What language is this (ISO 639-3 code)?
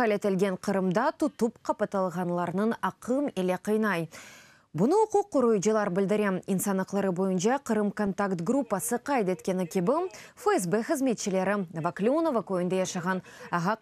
crh